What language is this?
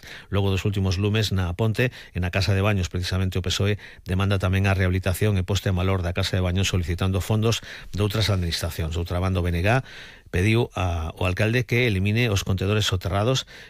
Galician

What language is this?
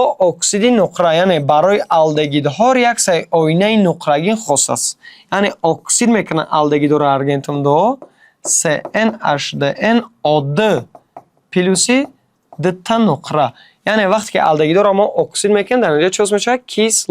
Tajik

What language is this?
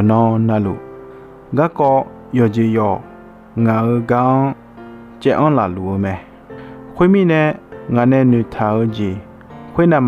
Akha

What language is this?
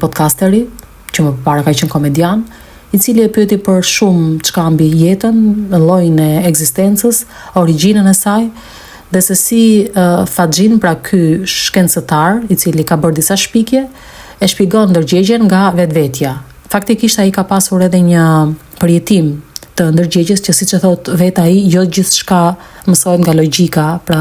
Albanian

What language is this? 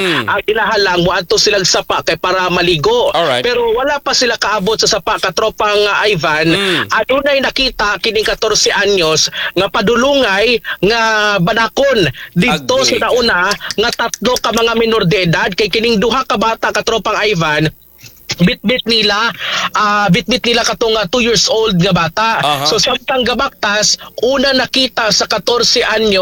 Cebuano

